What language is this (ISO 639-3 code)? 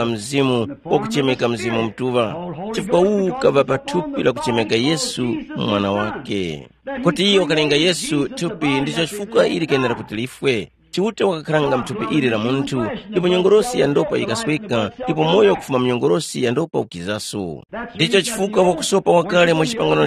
tum